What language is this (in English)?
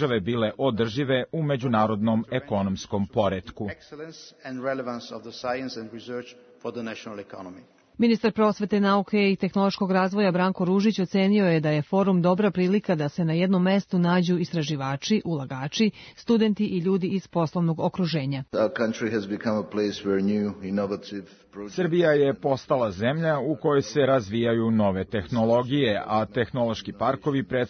Serbian